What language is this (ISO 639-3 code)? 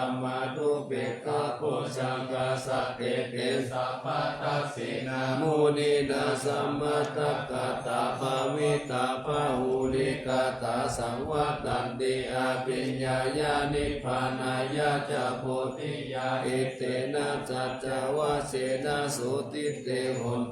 pli